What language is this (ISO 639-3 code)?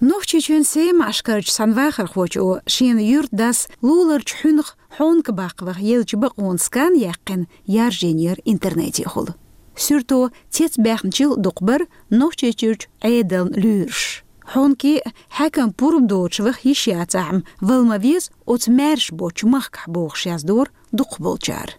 che